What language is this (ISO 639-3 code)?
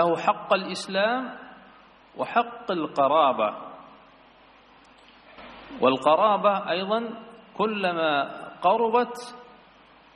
ind